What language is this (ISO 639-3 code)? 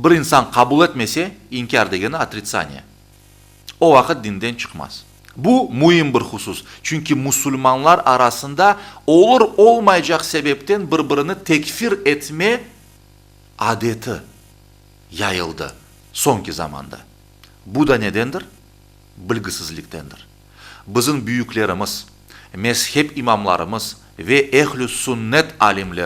crh